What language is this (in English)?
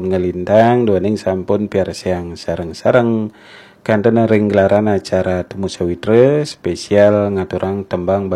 Balinese